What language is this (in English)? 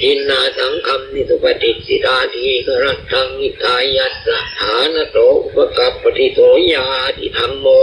Pali